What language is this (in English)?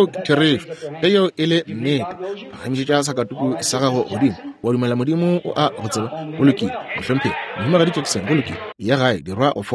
Northern Sotho